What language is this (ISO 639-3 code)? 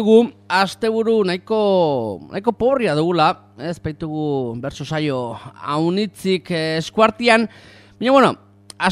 eus